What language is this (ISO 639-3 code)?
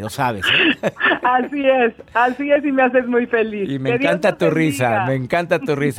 spa